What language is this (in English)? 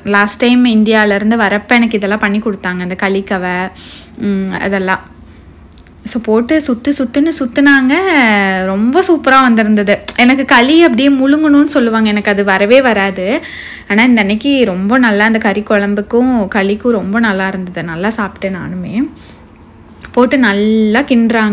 Tamil